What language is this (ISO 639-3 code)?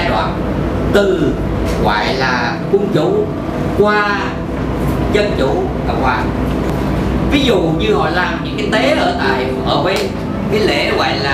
vie